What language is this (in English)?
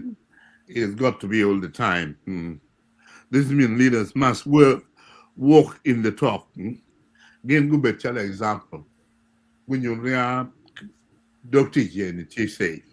Acoli